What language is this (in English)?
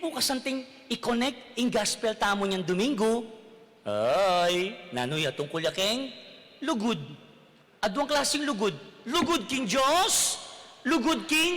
Pampanga